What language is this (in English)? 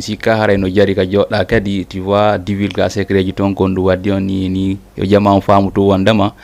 Fula